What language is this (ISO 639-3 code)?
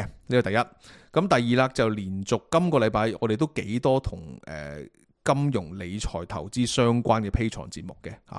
yue